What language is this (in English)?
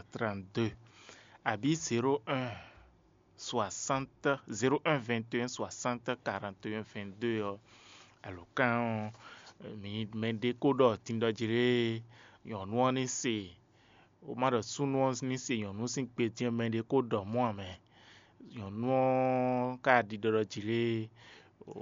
Fon